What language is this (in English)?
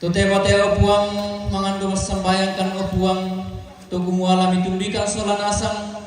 Toraja-Sa'dan